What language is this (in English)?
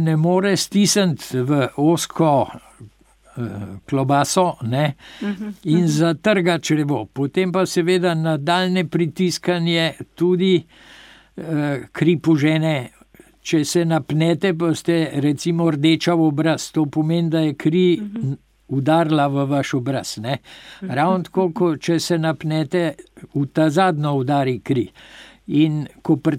Slovenian